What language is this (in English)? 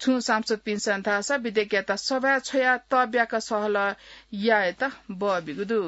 Newari